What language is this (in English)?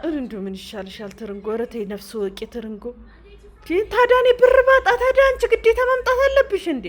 Amharic